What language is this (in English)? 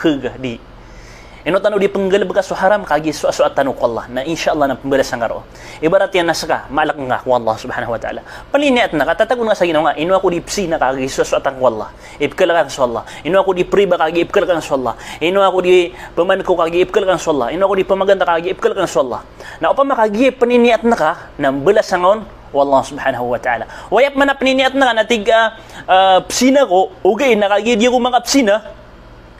Maranao